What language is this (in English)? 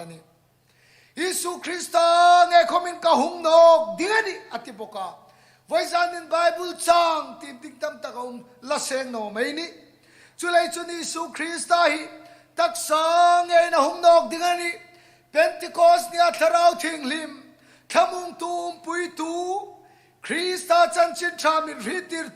Hmar